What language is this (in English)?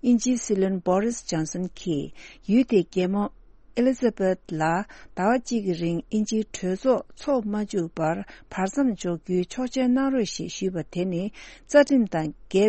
Tibetan